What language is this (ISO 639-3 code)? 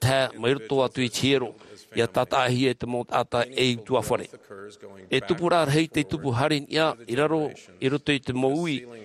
tah